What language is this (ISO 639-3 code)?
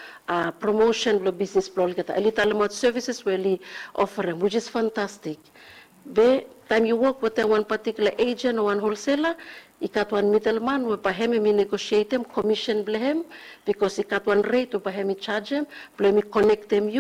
bis